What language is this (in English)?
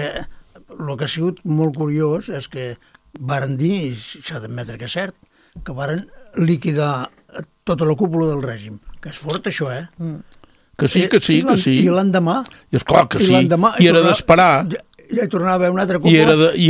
Catalan